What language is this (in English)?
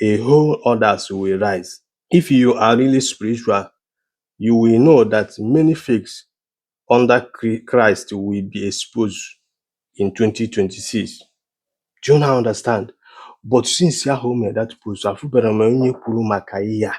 Igbo